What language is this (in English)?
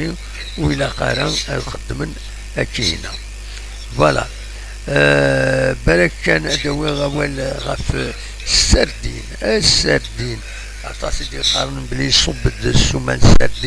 Kabyle